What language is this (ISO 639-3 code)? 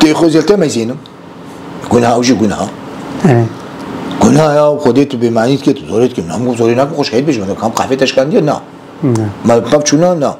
kur